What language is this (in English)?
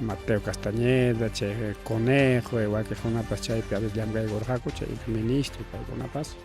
Ayacucho Quechua